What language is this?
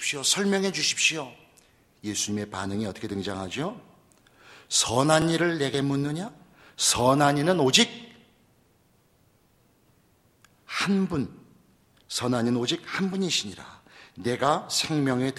Korean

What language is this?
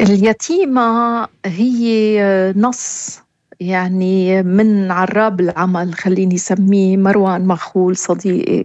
North Levantine Arabic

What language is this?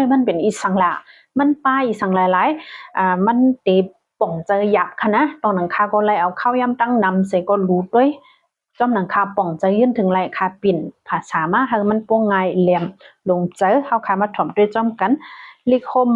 Shan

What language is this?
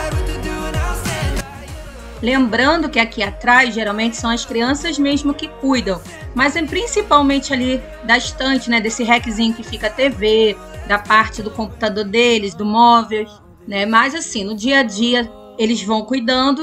Portuguese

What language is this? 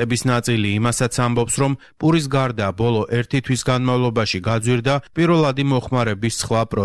Georgian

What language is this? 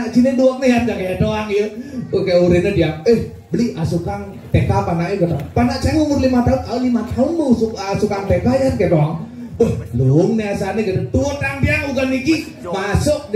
Balinese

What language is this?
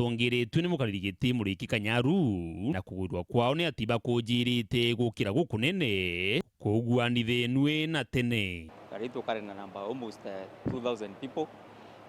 Meru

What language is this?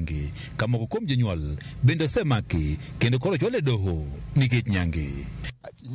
Luo (Kenya and Tanzania)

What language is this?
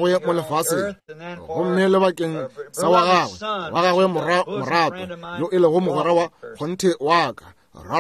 Northern Sotho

